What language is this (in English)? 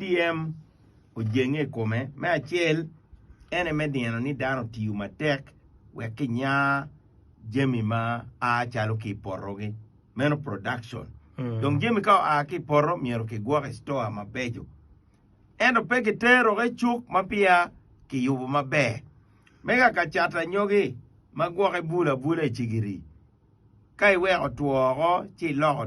Acoli